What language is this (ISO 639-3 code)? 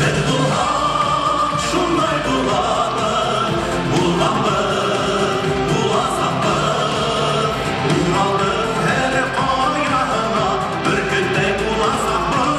bak